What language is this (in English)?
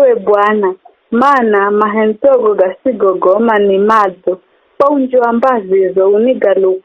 Giryama